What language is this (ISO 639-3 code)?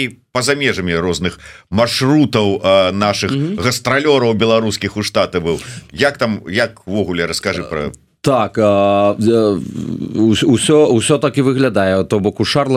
bel